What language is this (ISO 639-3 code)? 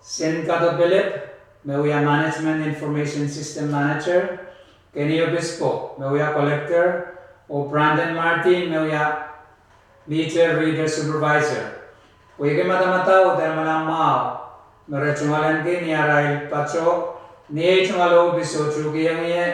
pon